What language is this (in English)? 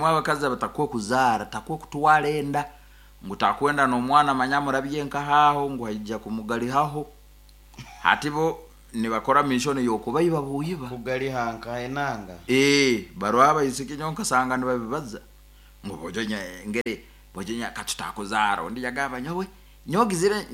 Nyoro